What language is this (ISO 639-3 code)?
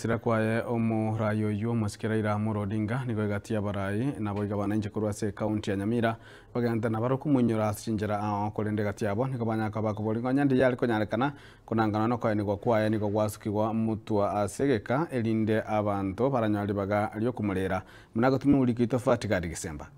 guz